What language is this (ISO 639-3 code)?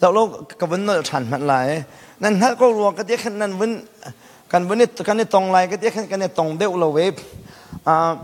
cnh